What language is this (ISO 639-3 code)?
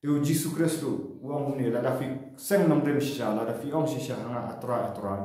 kha